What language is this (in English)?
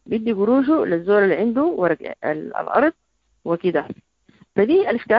Sudanese Arabic